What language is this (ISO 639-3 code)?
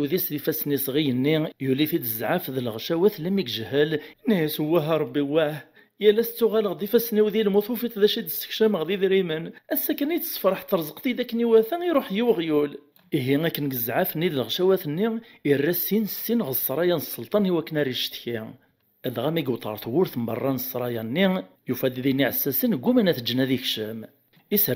kab